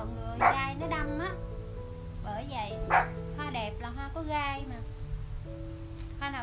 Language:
Vietnamese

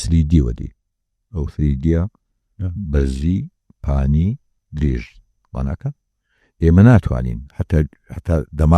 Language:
Central Kurdish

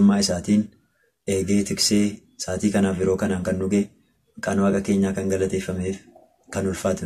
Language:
Oromo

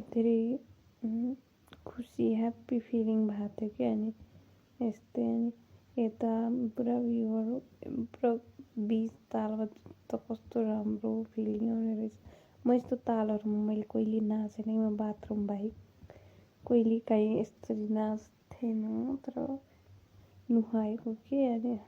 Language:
Nepali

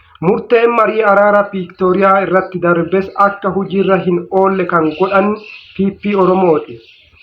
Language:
Oromo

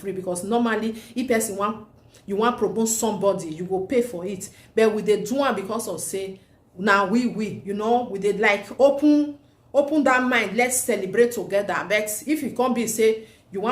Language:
Nigerian Pidgin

